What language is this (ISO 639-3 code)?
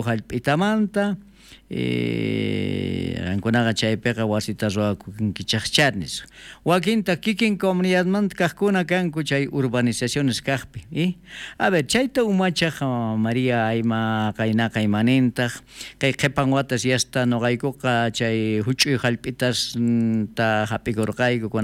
quh